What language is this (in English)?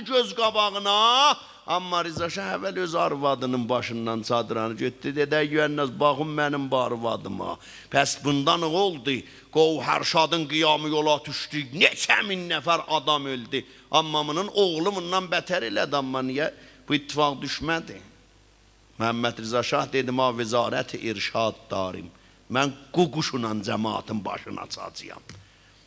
South Azerbaijani